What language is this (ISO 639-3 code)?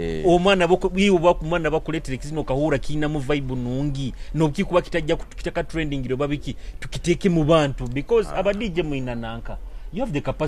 nyo